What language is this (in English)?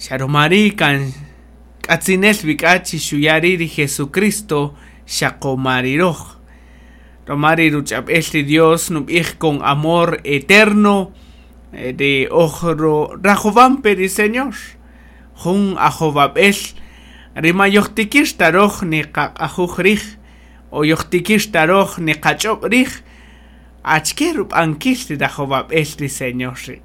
Kaqchikel